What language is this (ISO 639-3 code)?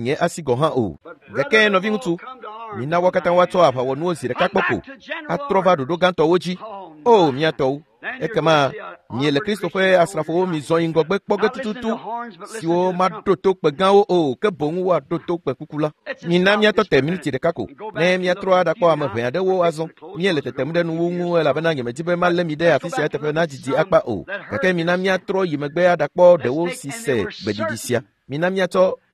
ewe